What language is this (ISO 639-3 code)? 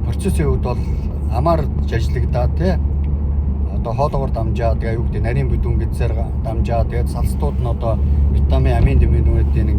mon